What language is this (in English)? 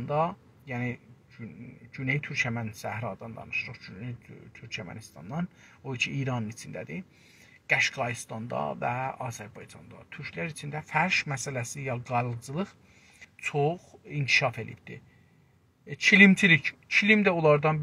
South Azerbaijani